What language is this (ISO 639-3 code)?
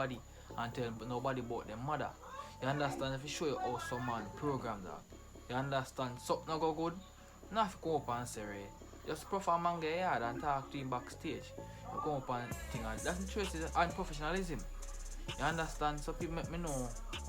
jam